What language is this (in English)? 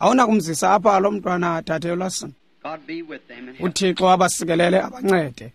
Xhosa